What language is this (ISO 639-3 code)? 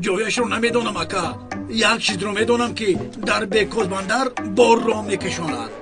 tgk